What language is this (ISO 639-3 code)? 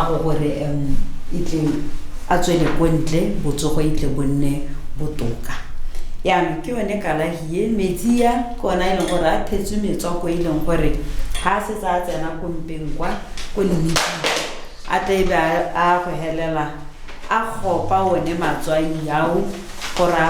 tsn